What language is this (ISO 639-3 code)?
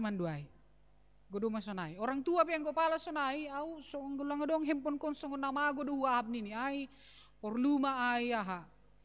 bts